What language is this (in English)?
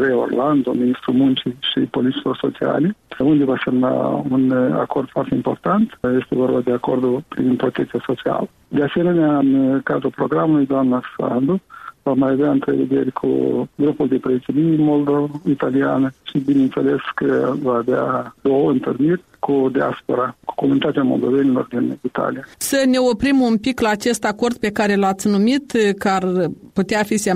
Romanian